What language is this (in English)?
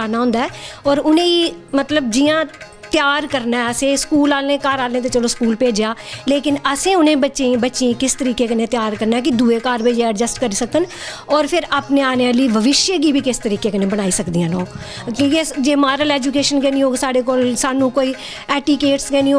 Dogri